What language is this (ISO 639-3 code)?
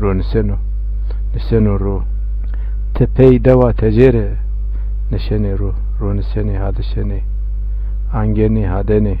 zza